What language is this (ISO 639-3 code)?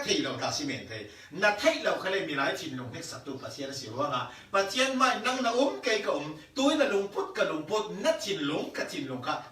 cfm